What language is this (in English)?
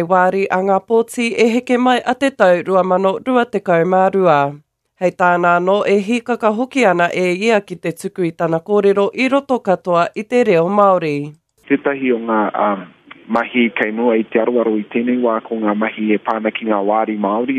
Māori